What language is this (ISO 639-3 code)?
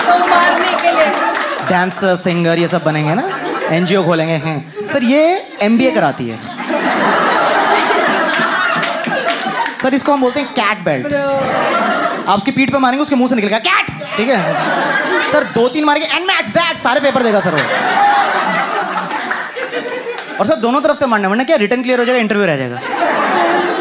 hin